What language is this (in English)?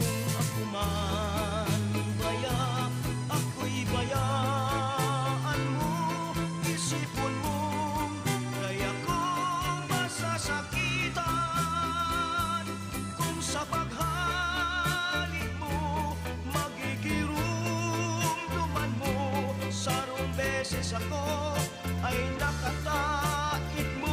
Bikol